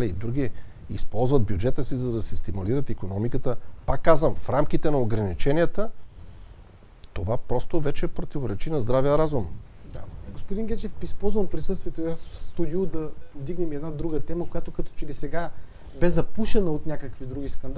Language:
Bulgarian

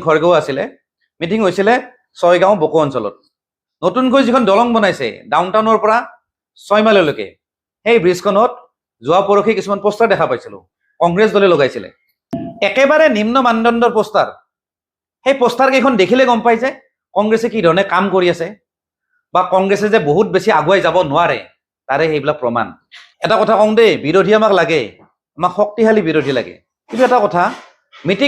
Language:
Assamese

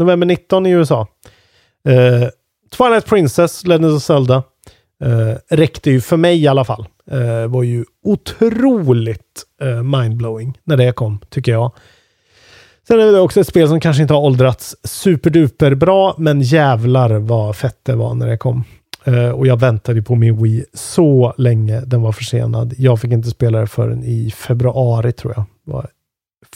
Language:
Swedish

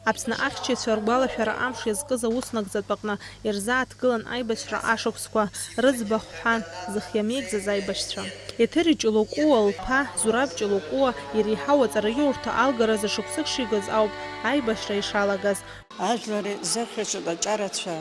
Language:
Abkhazian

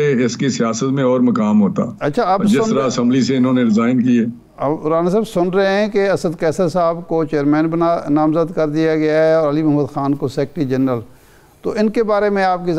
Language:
Urdu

